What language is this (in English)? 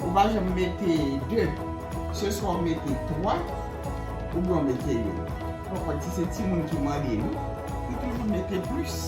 Haitian Creole